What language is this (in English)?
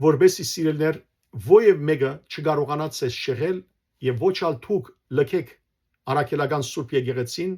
Western Armenian